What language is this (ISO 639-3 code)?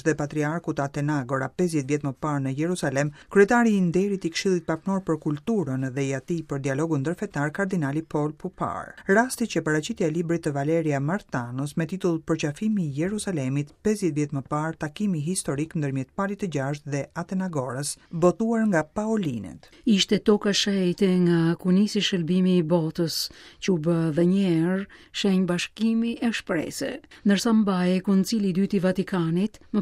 sqi